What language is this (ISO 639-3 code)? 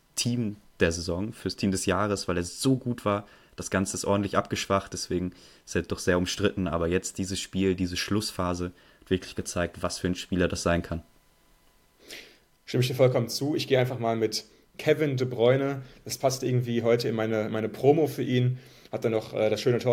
deu